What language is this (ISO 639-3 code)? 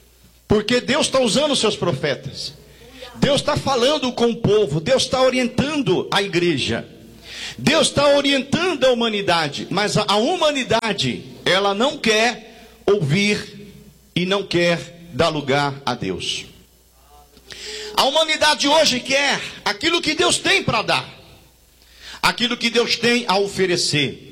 por